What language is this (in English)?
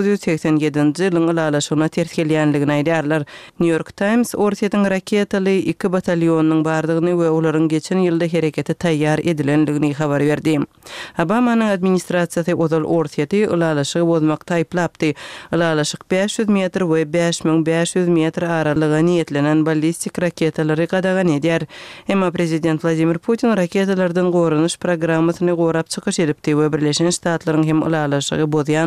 Turkmen